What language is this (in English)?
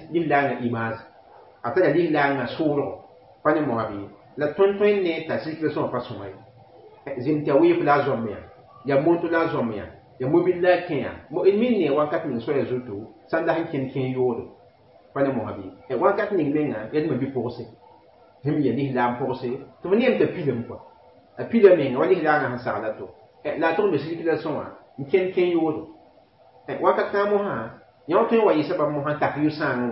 Mossi